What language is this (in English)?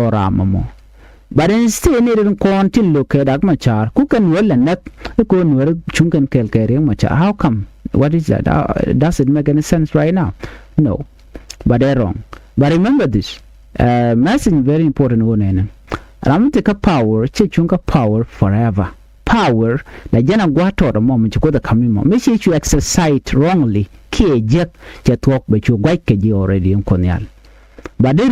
Nuer